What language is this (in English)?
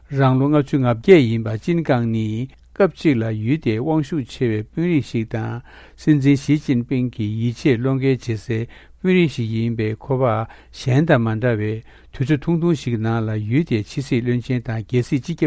Tibetan